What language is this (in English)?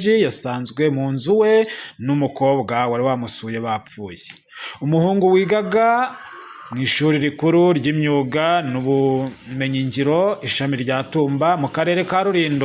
Kinyarwanda